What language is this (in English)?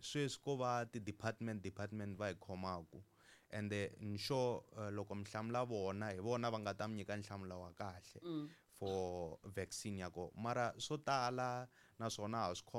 Tsonga